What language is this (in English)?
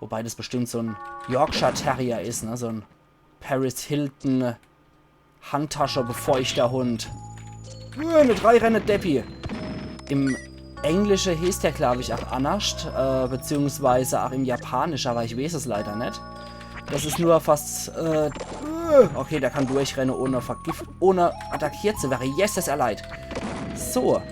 Palatine German